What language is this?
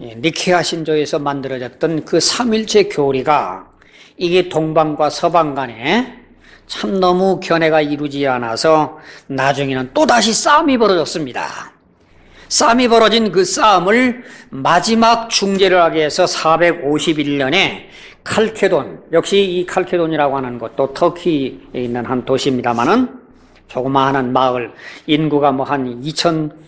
Korean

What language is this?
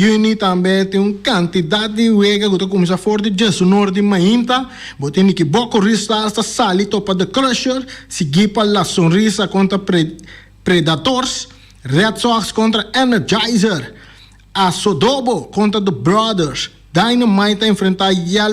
Papiamento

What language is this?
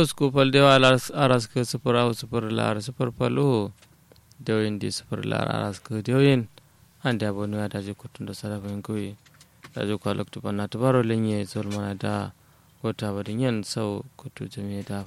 Kanuri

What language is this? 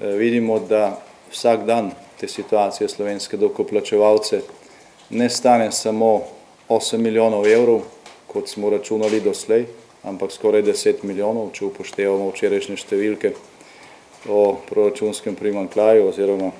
Slovenian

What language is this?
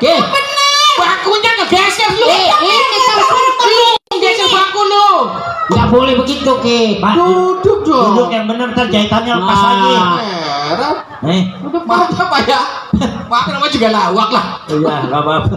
Betawi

